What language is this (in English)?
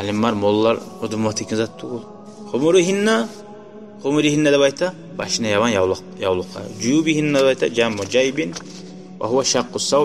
Kumyk